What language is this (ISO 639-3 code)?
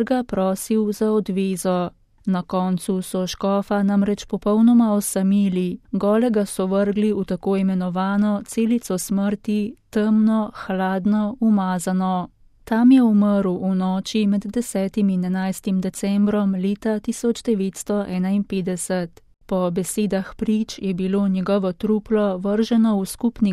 slv